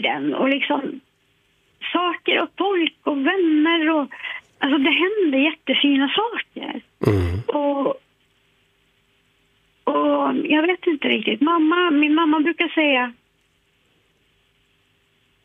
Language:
Swedish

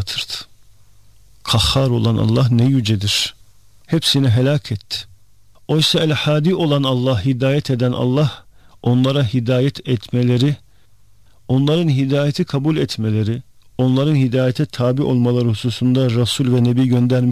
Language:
Turkish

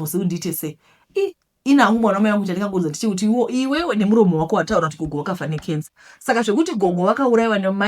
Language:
Shona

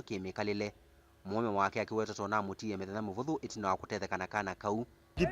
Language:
Kamba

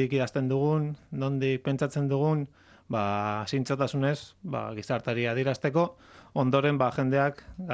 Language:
Basque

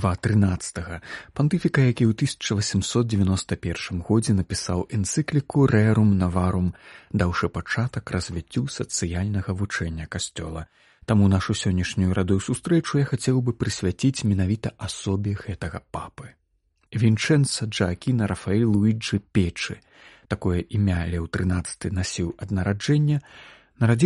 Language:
Belarusian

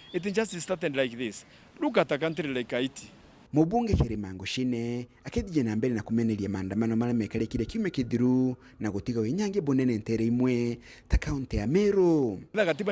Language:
Meru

